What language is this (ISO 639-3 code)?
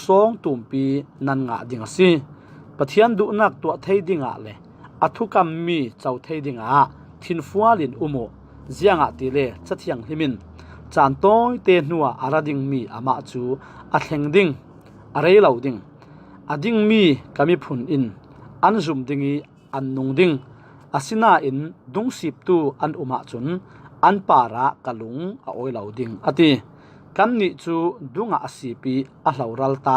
cfm